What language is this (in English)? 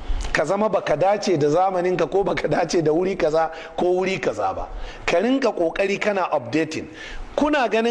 Hausa